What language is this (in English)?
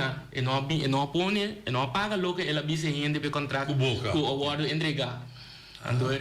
Papiamento